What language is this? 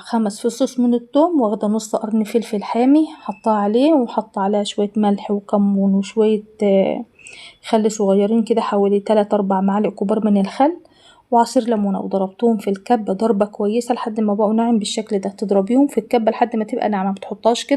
Egyptian Arabic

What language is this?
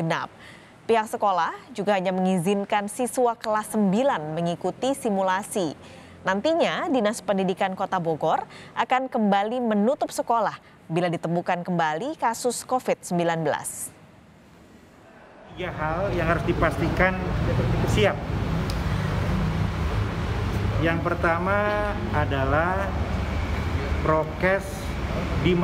Indonesian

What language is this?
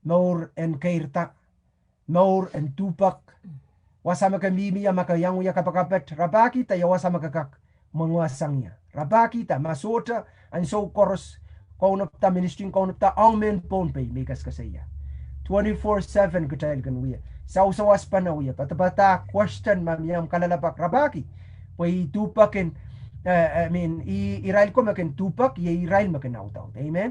Pohnpeian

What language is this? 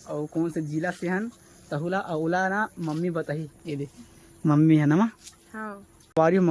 Chhattisgarhi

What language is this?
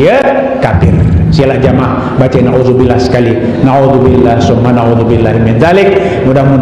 Sasak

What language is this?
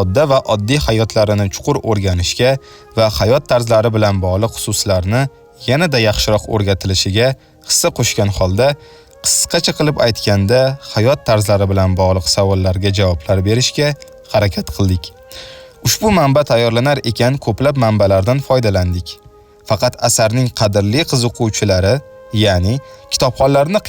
Uzbek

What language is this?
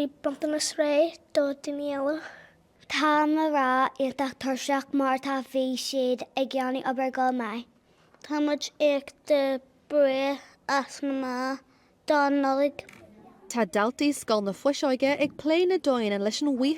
Irish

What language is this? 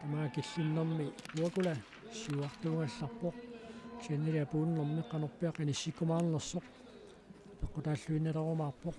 Kalaallisut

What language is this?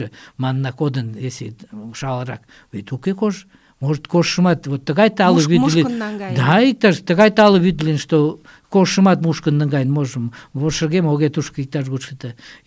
Mari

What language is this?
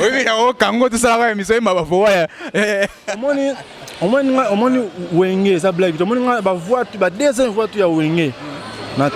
Lingala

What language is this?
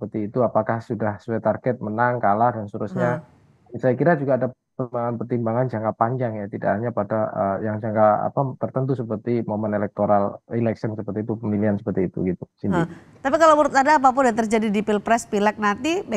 Indonesian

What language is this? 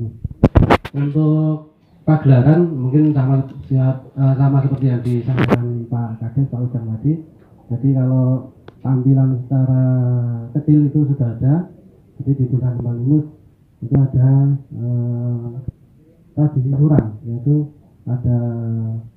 Indonesian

